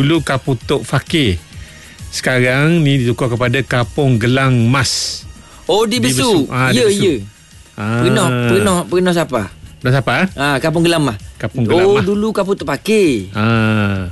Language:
Malay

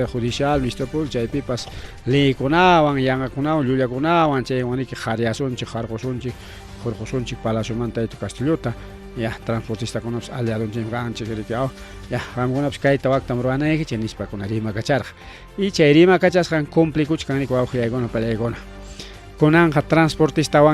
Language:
Ayacucho Quechua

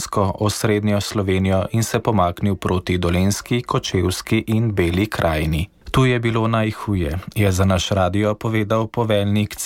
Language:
Slovenian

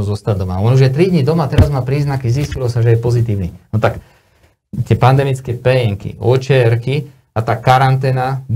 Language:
Slovak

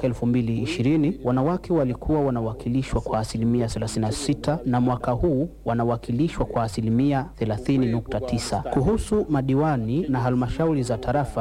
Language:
Swahili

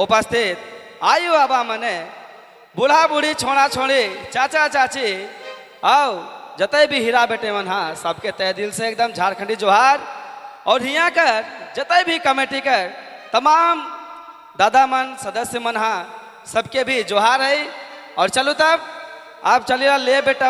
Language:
Sadri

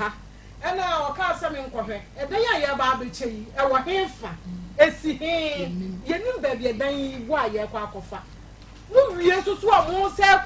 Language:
Akan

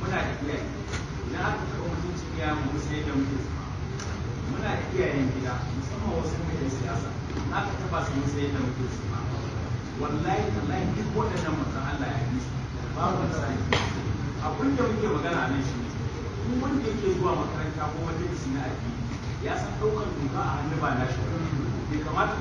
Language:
Hausa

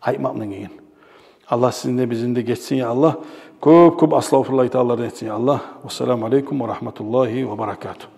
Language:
Kumyk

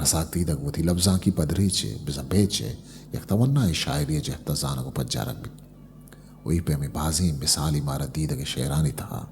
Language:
Eastern Balochi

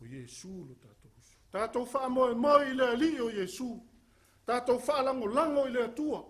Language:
Samoan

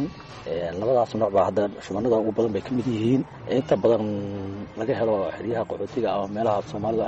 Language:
Somali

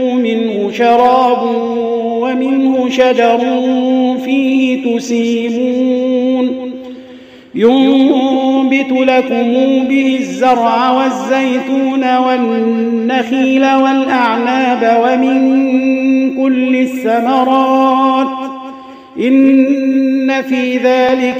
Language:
Arabic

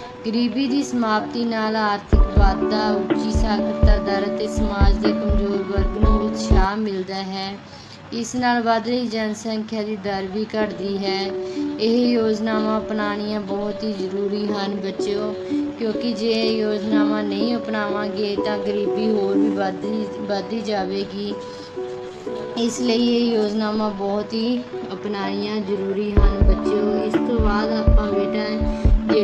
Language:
Punjabi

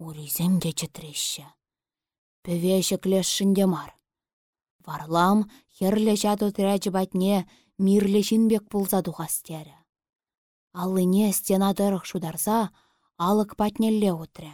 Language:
Chuvash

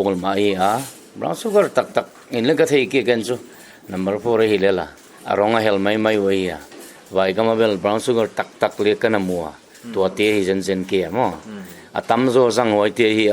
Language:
Paite Chin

